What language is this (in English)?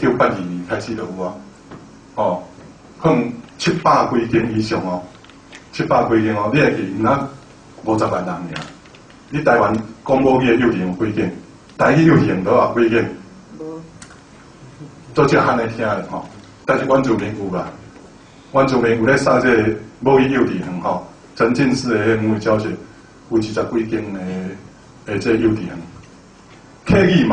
Min Nan Chinese